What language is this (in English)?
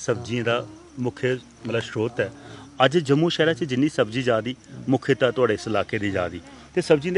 Dogri